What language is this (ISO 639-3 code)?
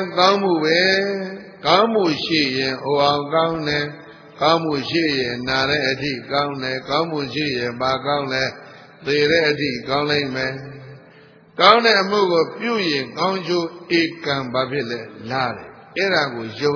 mya